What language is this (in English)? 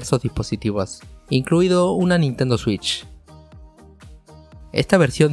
Spanish